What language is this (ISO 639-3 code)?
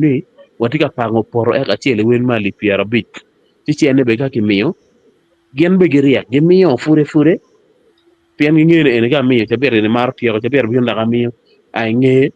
ach